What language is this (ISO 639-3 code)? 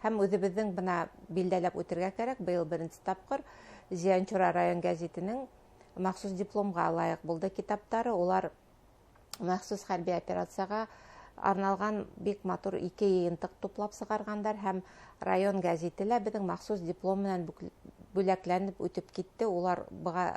bak